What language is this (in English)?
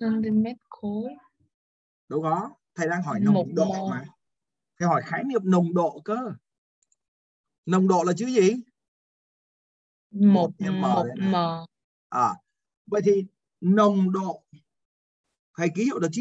Vietnamese